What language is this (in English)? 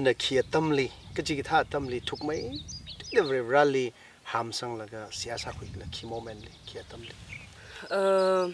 Tangkhul Naga (India)